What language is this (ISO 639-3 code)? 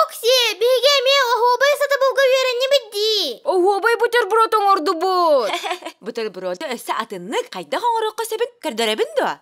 sah